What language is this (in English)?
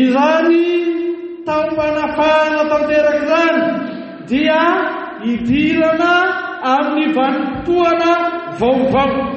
Malagasy